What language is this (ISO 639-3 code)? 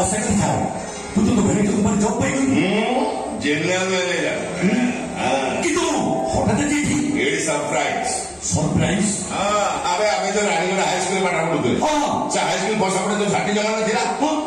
ori